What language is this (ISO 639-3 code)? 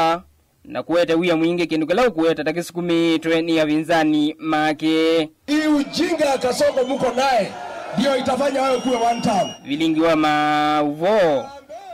kam